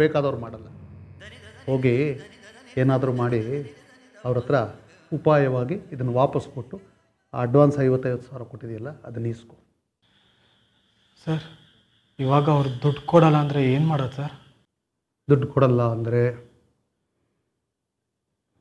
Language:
Kannada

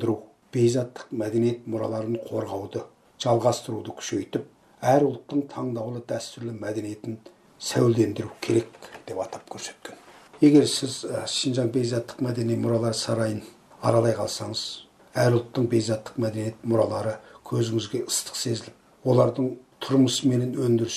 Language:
Kazakh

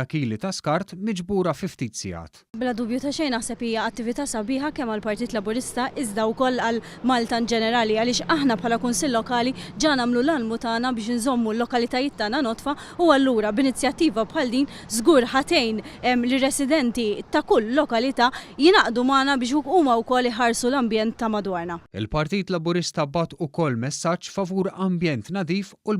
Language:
Maltese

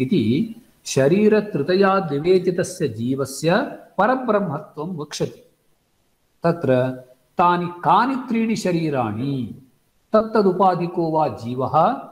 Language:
Sanskrit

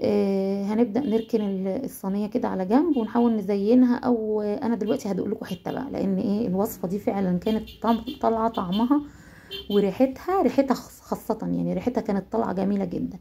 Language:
Egyptian Arabic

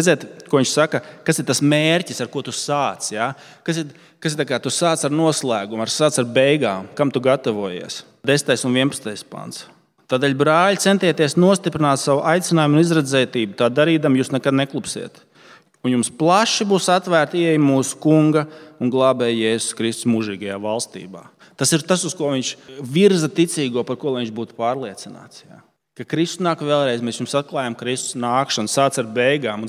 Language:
Latvian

